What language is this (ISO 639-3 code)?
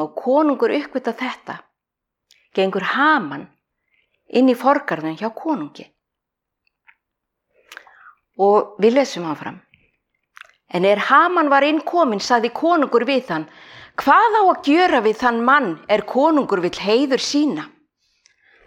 isl